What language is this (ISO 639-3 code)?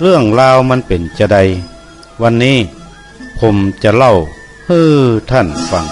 nod